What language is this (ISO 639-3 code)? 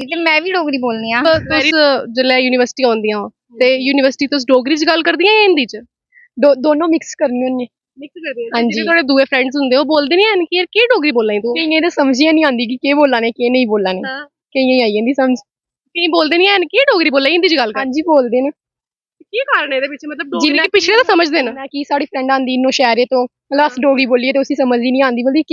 doi